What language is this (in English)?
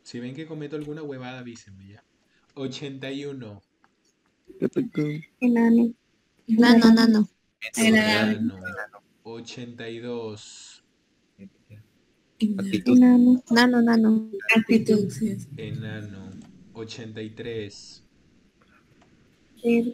Spanish